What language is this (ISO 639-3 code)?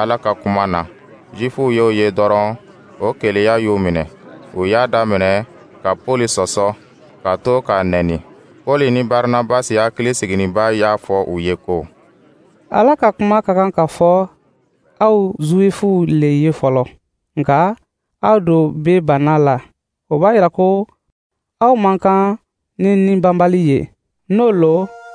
dyu